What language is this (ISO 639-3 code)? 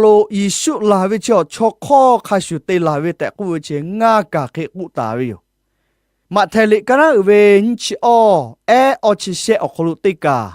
lhu